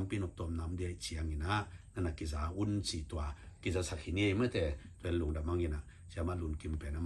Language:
Tedim Chin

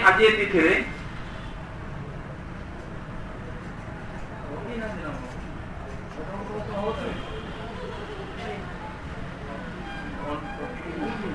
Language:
Odia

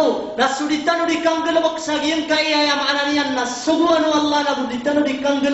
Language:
Maranao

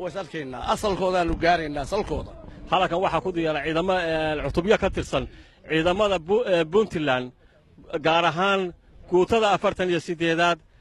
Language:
Somali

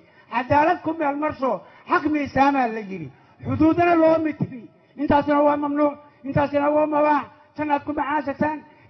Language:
Somali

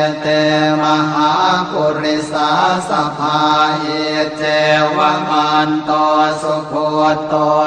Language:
Pali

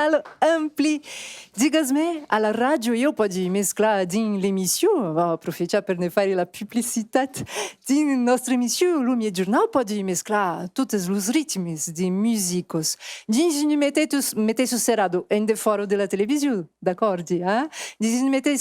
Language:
Occitan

